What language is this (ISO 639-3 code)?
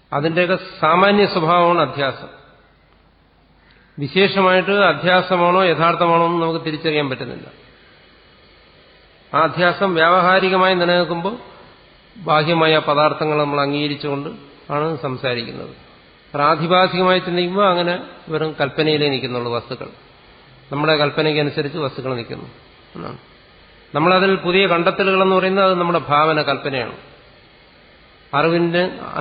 mal